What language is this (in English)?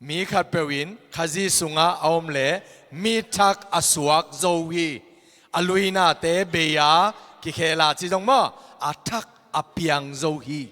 Tedim Chin